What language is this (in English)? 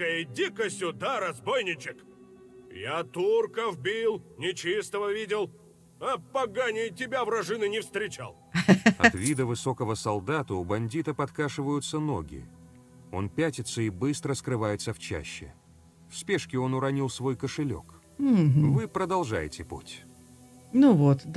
Russian